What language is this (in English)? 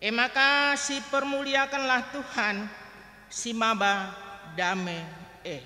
Batak Karo